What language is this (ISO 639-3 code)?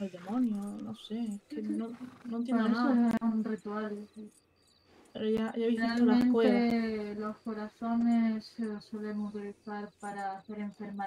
spa